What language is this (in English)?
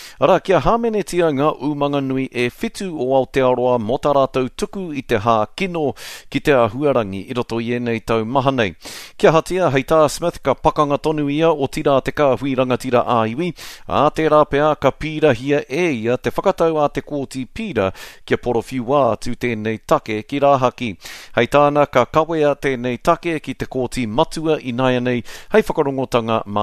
Māori